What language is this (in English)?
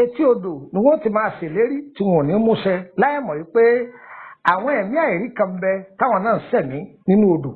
Yoruba